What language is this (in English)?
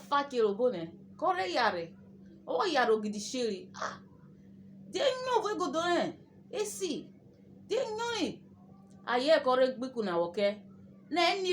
Urhobo